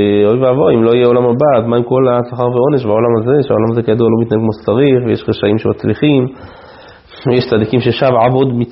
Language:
Hebrew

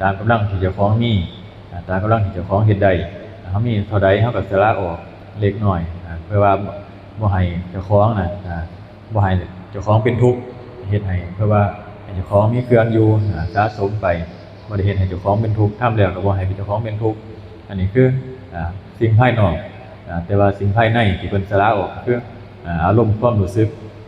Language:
Northeastern Thai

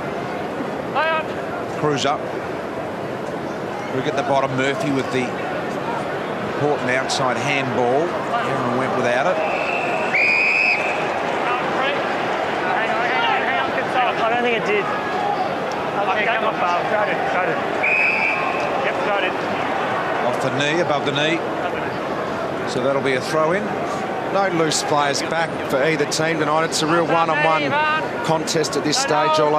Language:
English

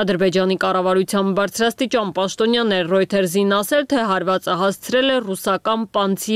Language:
Armenian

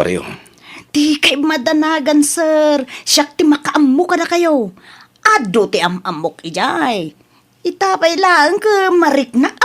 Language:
Iloko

